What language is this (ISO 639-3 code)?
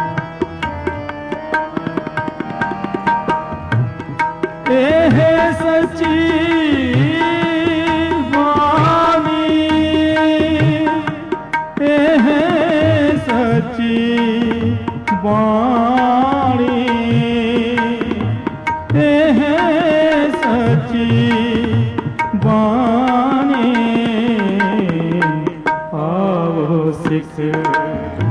hin